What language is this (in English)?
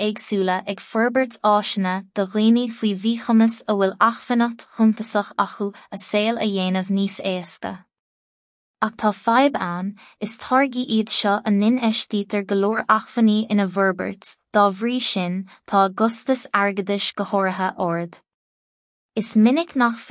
Irish